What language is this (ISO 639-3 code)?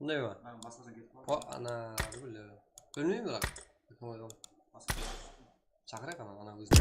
kaa